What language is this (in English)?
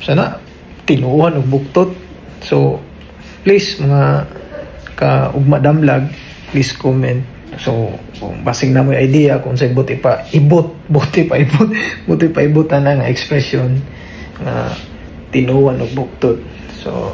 Cebuano